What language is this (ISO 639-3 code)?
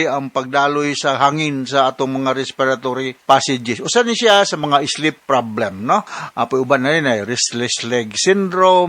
ceb